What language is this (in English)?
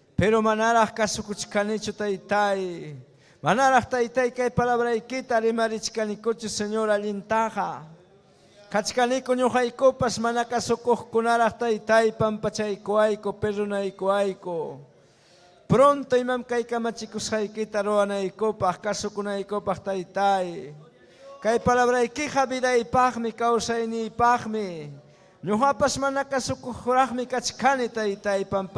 Ayacucho Quechua